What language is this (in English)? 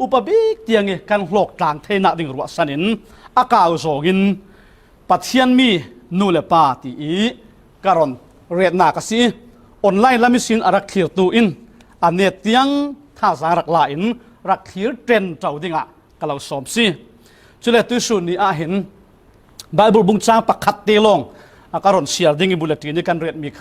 Falam Chin